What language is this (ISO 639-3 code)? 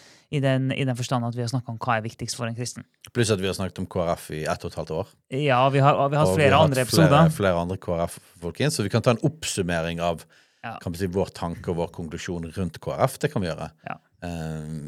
nor